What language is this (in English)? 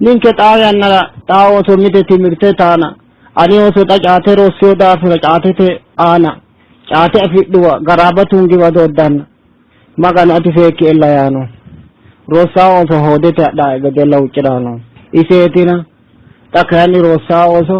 Sidamo